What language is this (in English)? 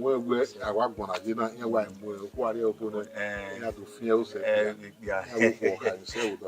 Bini